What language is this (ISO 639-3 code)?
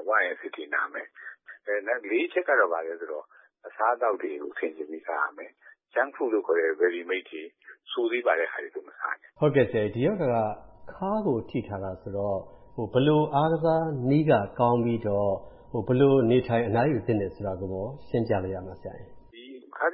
mya